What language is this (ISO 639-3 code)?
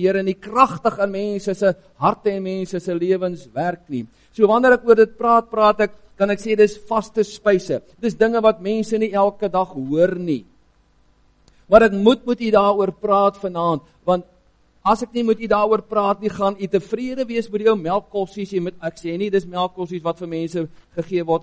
afr